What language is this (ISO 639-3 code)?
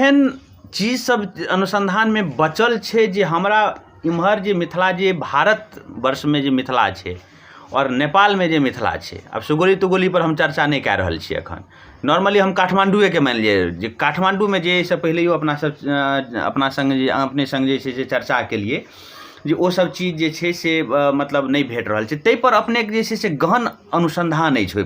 mai